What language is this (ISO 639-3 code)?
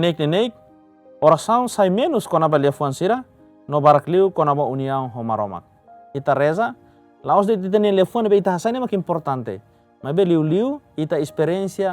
tet